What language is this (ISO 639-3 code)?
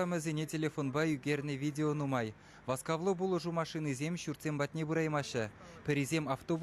chv